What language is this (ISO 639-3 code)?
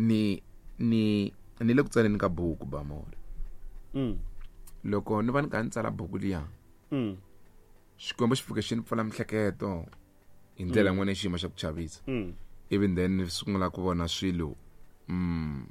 tso